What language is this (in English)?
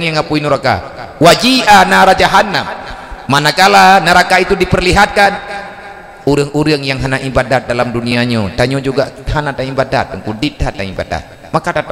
Achinese